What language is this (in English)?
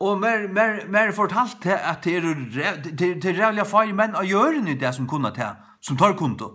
Faroese